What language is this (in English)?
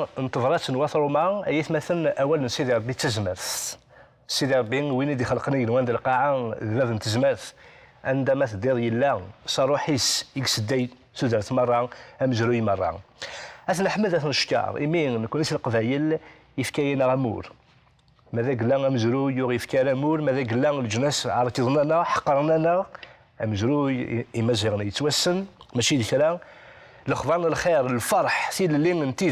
Kabyle